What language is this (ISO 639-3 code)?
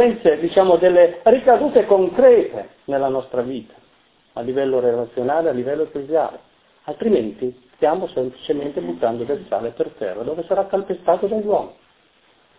ita